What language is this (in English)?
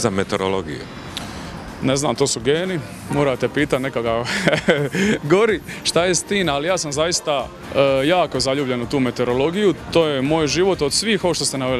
Croatian